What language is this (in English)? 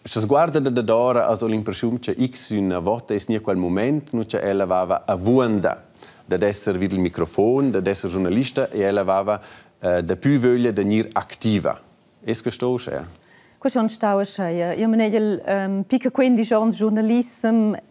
Romansh